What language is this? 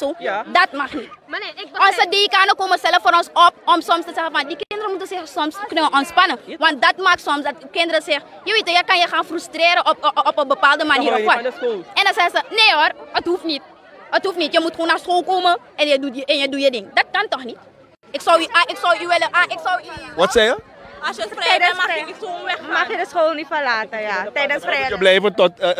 Dutch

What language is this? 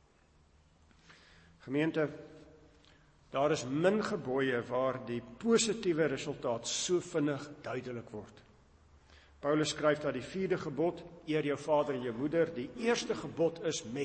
Afrikaans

